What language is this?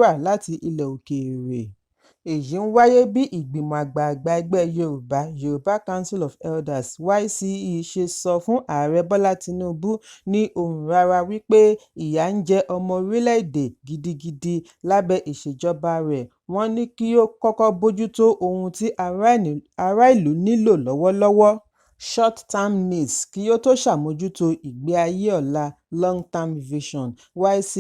Yoruba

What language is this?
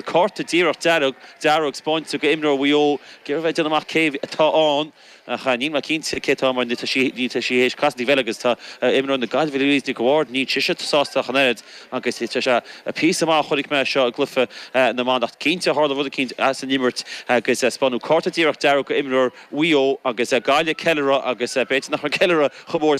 Irish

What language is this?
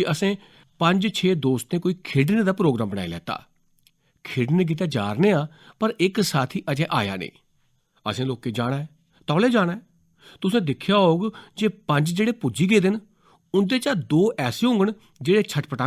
Dogri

